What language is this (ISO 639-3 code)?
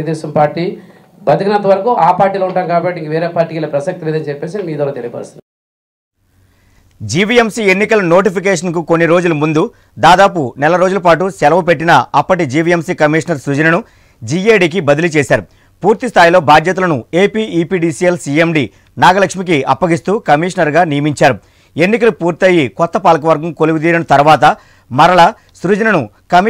tel